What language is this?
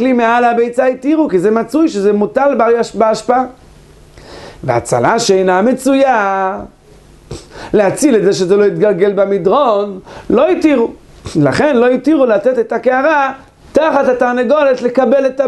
Hebrew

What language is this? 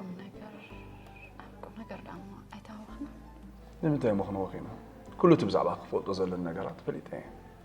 Tigrinya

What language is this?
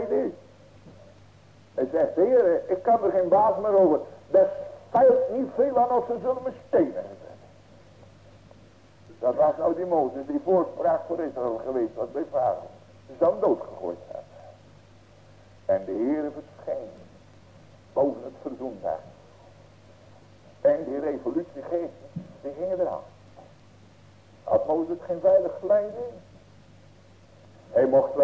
Dutch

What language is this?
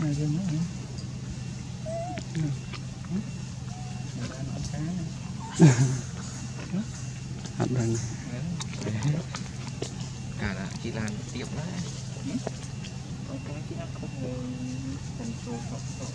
Vietnamese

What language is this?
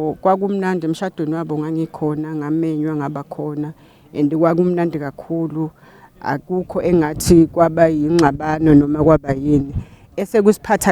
Zulu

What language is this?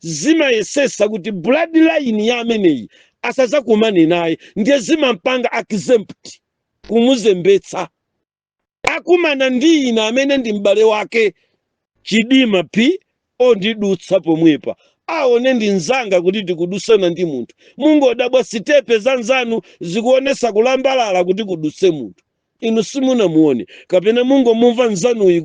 Nyanja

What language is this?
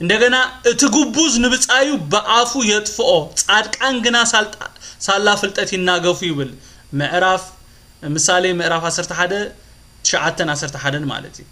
Tigrinya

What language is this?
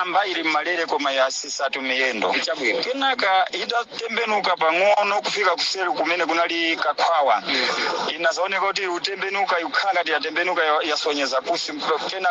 Nyanja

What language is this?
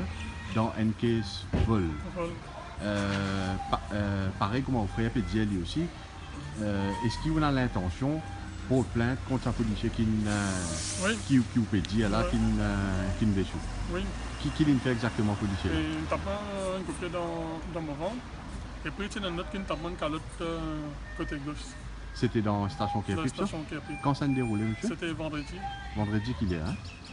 Morisyen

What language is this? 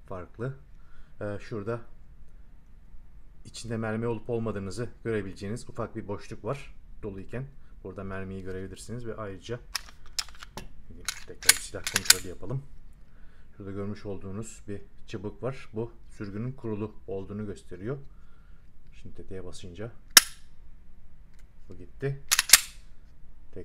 Turkish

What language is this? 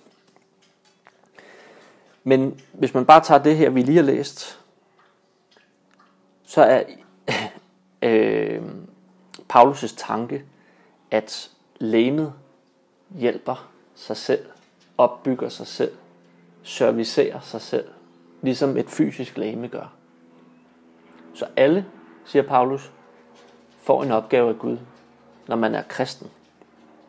Danish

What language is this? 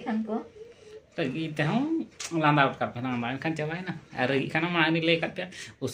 Santali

